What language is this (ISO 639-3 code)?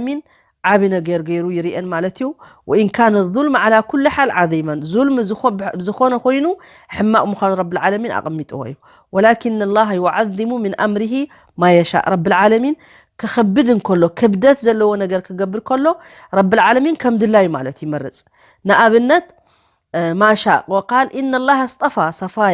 tir